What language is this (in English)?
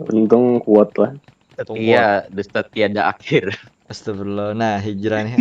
Banjar